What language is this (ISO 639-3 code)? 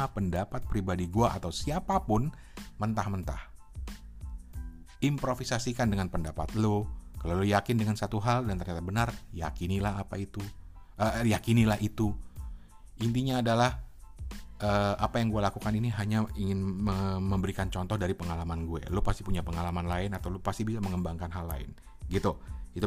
ind